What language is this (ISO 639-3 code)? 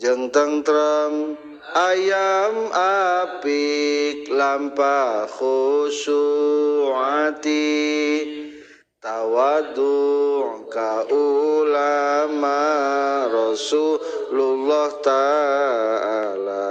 sun